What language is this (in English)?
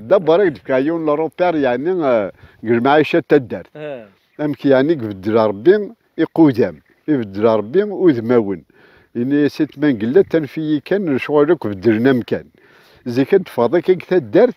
Kabyle